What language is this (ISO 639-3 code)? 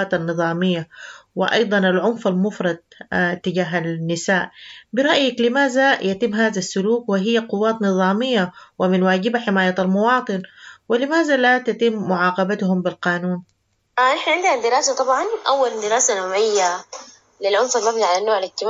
apd